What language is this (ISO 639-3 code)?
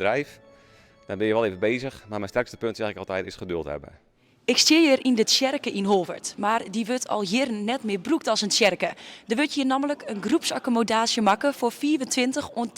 fry